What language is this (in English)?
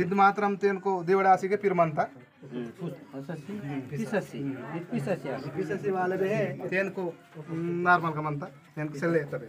Gondi